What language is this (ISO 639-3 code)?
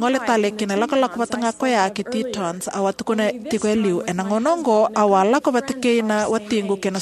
fij